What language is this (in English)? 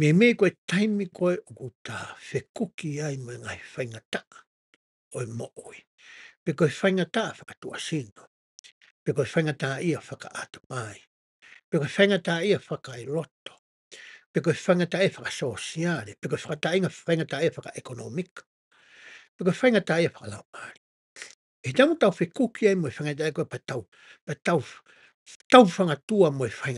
Tongan